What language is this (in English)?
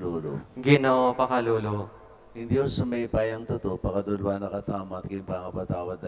Pampanga